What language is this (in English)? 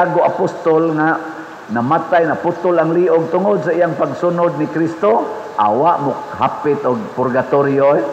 Cebuano